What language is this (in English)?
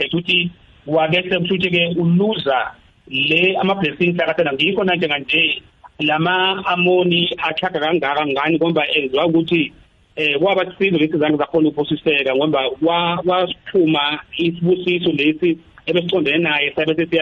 South Ndebele